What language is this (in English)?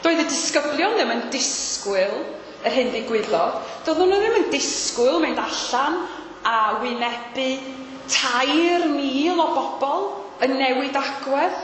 Welsh